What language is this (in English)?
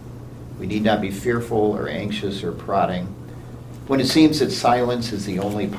English